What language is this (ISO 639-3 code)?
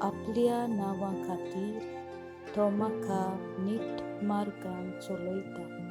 kok